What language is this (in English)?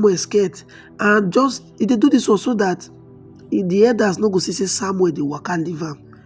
Nigerian Pidgin